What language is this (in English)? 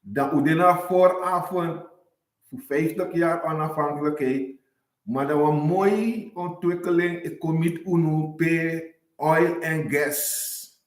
Sranan Tongo